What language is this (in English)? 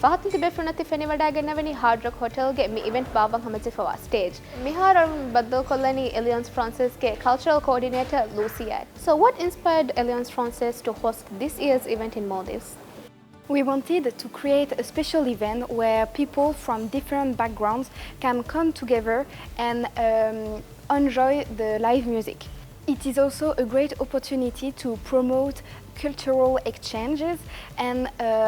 Divehi